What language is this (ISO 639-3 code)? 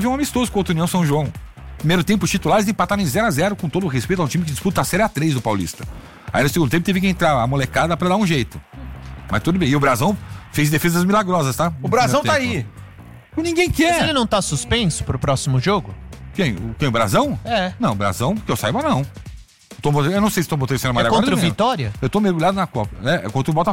por